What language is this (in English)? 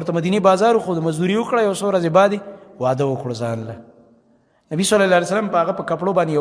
Pashto